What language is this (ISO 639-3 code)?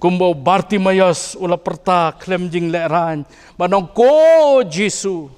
kha